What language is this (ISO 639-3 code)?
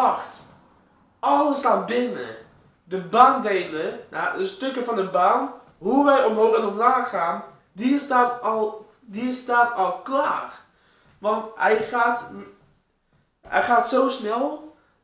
nld